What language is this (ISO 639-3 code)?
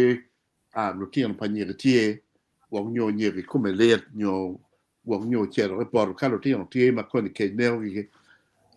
ach